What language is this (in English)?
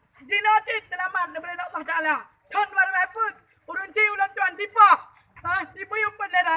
Achinese